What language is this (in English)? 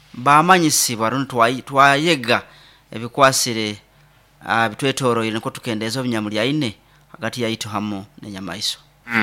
Nyoro